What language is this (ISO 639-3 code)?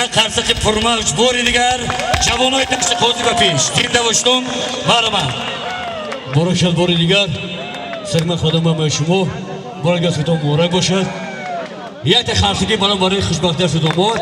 tgk